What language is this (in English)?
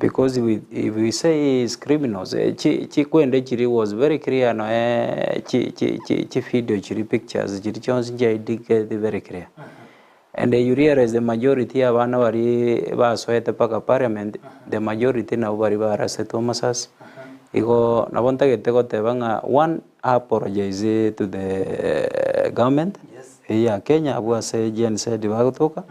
Gusii